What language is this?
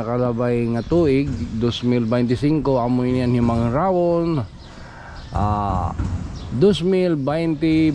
Waray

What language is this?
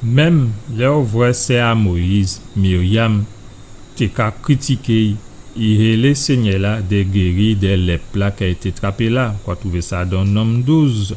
Guadeloupean Creole French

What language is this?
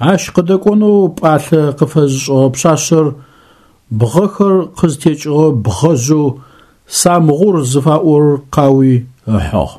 Adyghe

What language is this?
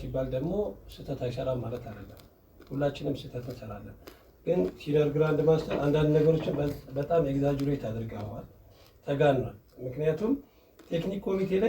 Amharic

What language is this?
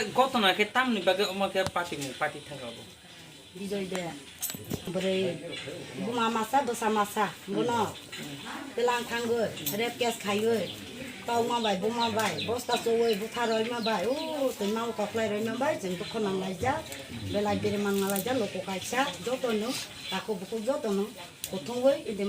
Kok Borok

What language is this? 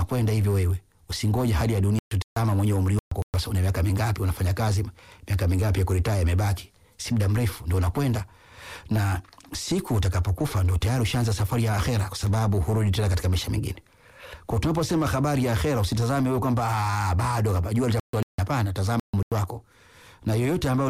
Swahili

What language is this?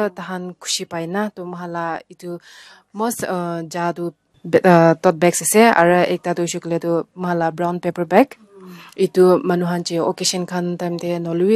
Naga Pidgin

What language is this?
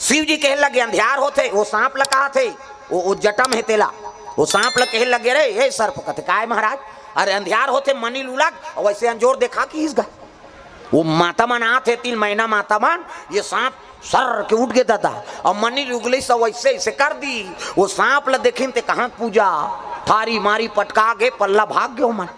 Chhattisgarhi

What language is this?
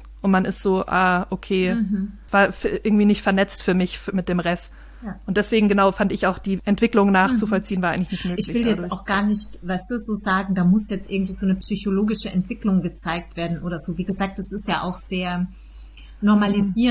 German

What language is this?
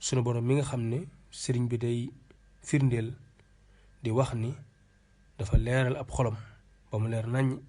Wolof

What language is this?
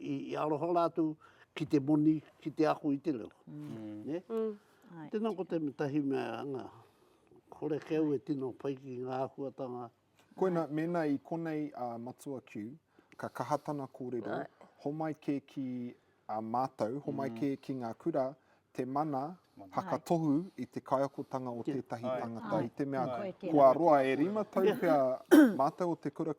Māori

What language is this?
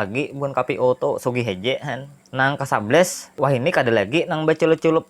Banjar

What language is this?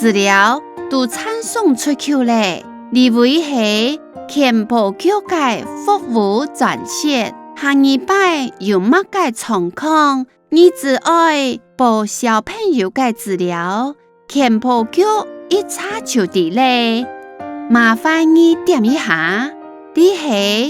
Hakka Chinese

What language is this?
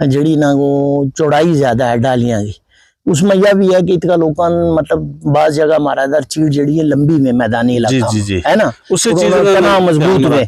Gujari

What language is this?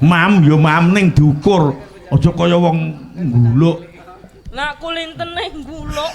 Javanese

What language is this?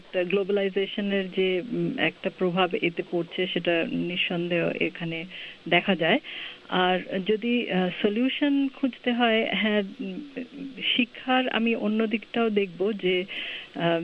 Bangla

